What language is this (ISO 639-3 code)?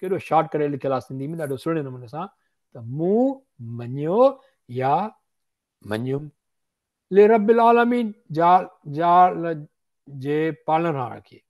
snd